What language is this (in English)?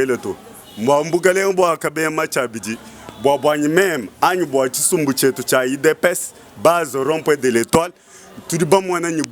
Luba-Lulua